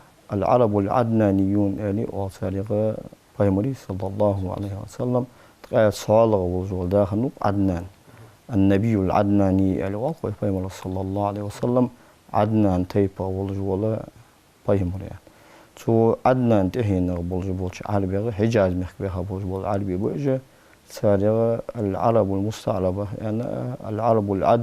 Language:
Ingush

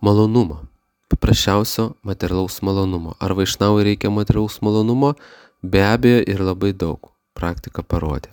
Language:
Lithuanian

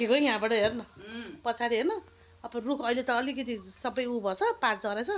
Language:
Nepali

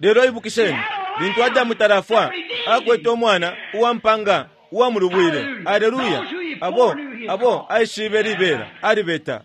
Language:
Bemba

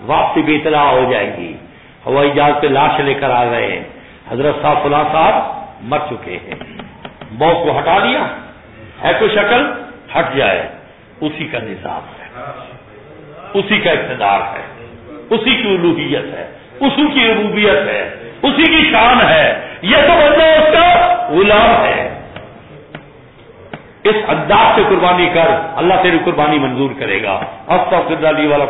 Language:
Urdu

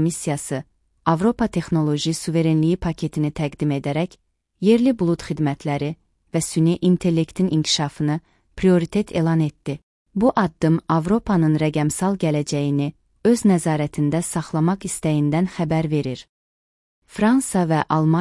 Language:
Azerbaijani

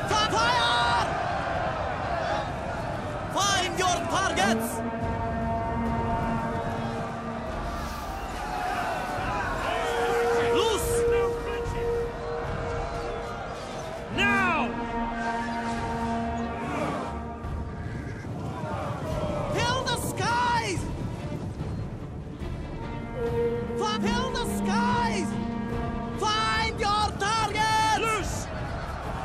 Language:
English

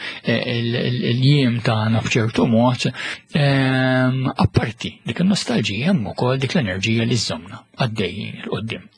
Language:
Maltese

